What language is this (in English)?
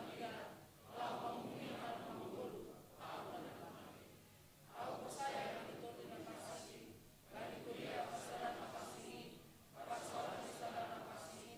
Batak Simalungun